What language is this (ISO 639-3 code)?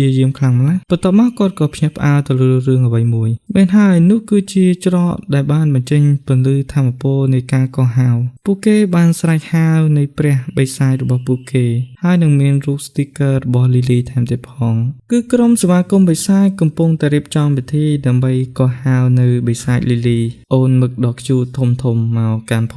khm